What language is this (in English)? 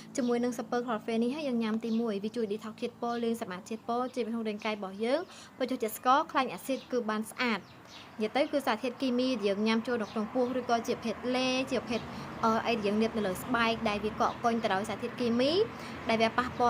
Khmer